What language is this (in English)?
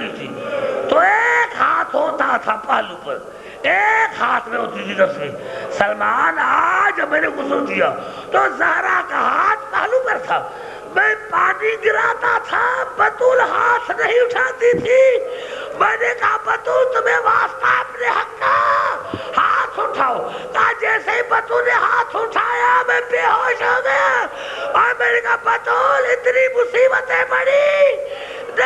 Urdu